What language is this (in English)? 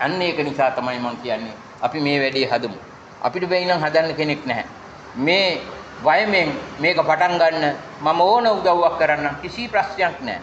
Sinhala